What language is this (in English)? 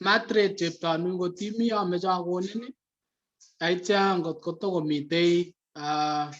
Kalenjin